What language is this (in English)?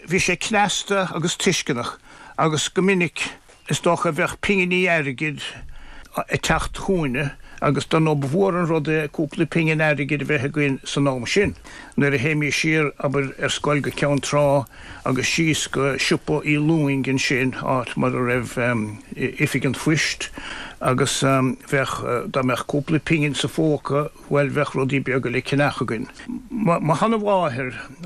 Irish